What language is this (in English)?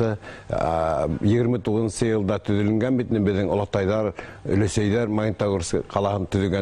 Bashkir